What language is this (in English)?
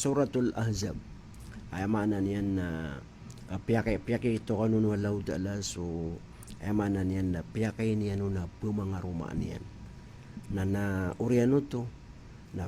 Maranao